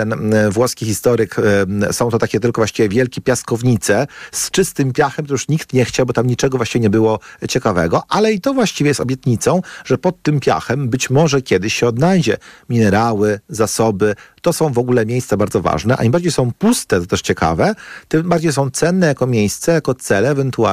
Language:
Polish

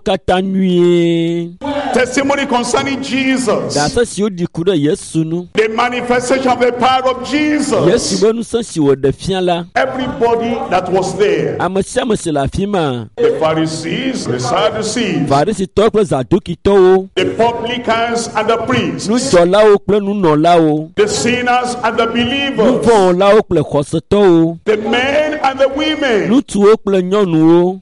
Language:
Ewe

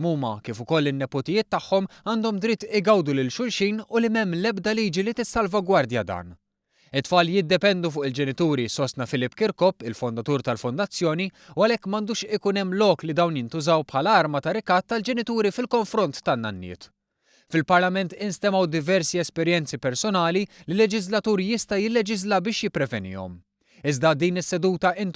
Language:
Maltese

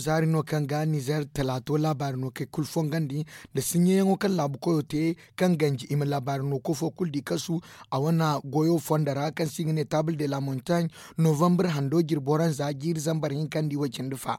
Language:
Zarma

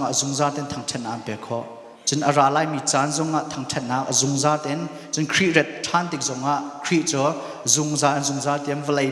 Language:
Hakha Chin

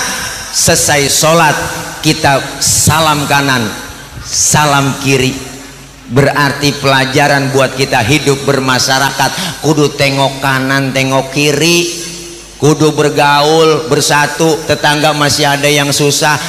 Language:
Betawi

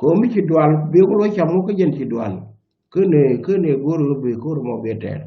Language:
Nuer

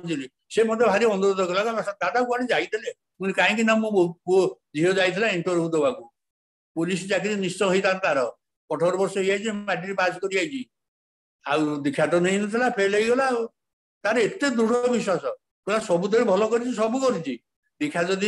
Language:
Odia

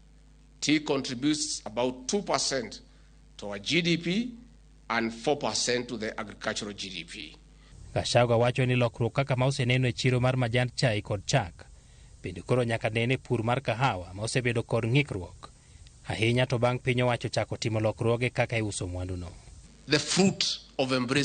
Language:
Luo (Kenya and Tanzania)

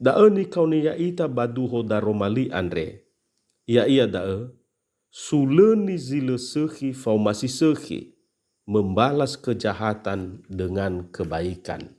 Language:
Nias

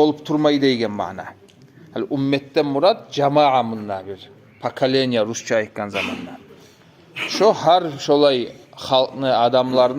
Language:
Kumyk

